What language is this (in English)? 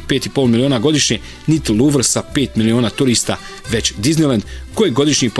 Bosnian